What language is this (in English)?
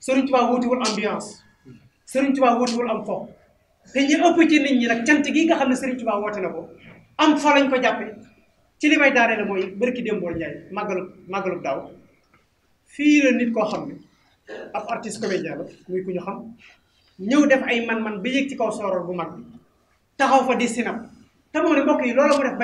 Wolof